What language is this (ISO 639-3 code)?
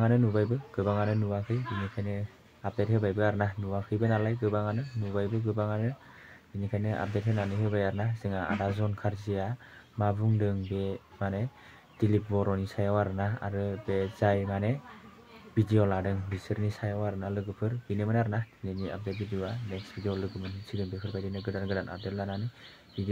brx